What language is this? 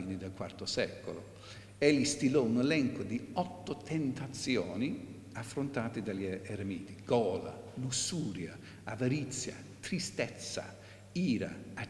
Italian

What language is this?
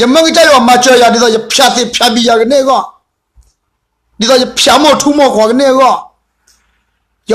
S'gaw Karen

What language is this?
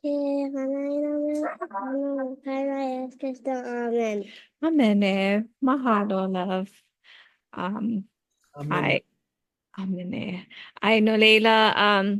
Hawaiian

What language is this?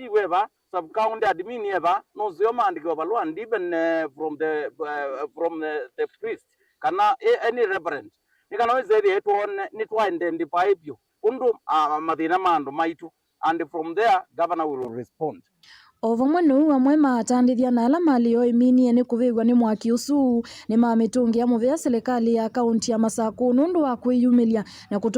Kamba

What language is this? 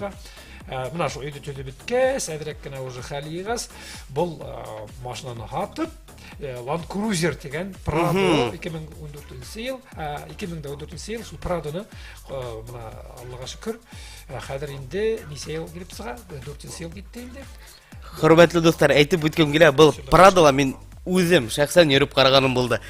Bashkir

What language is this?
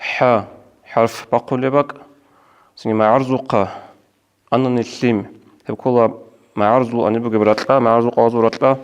Avaric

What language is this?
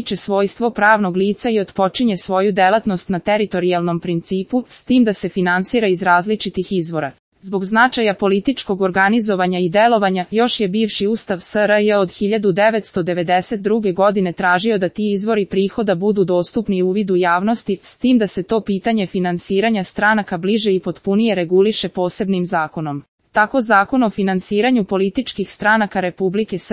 Serbian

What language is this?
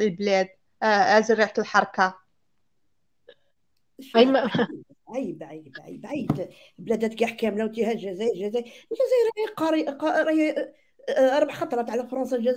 Algerian Arabic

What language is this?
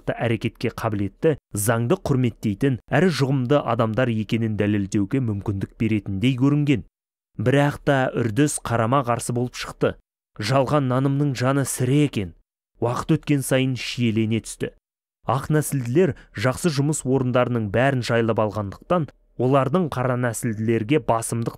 Kazakh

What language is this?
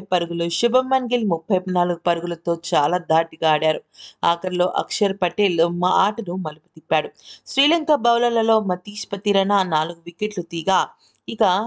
Telugu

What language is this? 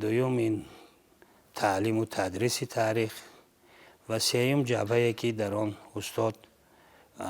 Tajik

